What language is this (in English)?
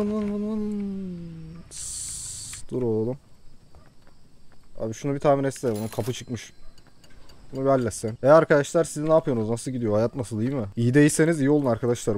Turkish